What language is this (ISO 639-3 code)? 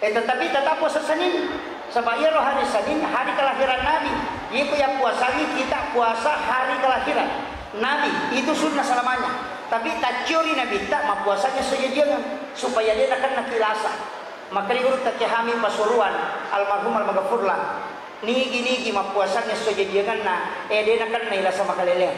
bug